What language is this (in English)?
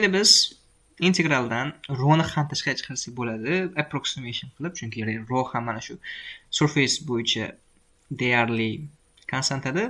Uzbek